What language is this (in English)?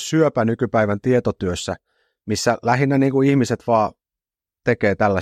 Finnish